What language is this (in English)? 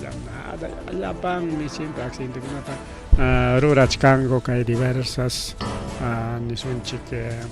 Ayacucho Quechua